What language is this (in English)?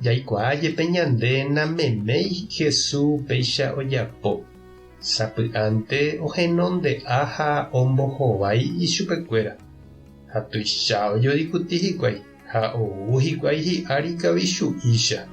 Guarani